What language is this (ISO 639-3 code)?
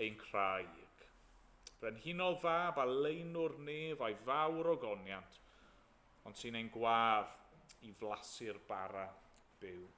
cym